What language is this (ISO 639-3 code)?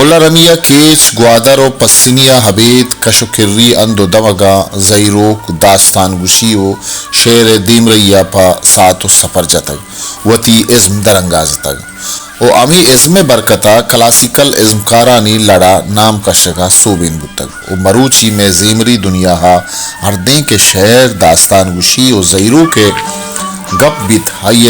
bal